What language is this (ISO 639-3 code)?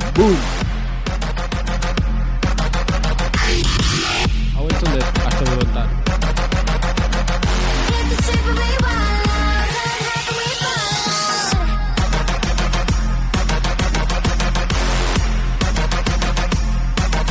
eus